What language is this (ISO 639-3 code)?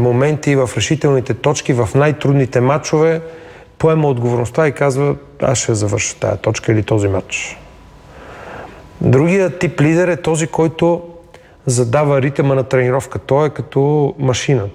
bul